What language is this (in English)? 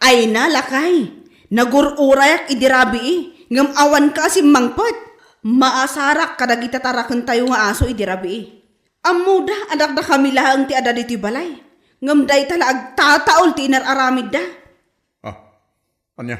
Iloko